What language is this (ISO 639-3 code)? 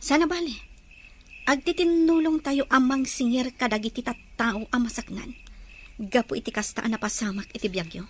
ilo